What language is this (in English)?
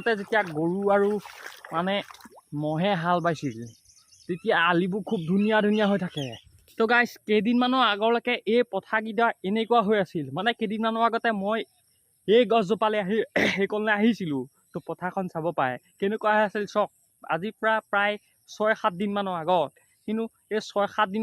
Assamese